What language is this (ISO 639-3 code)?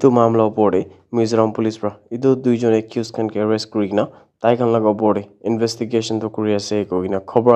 nag